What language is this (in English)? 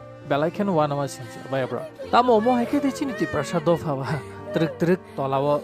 Kok Borok